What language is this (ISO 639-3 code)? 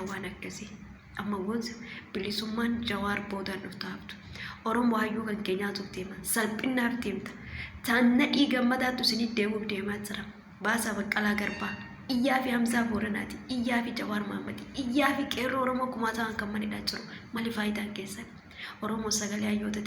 orm